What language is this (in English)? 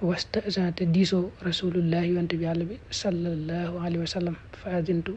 Wolof